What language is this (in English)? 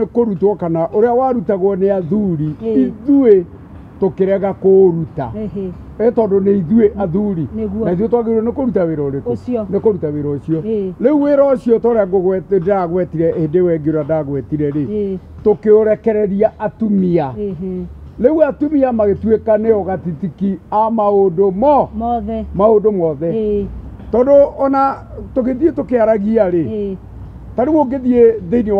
Kikuyu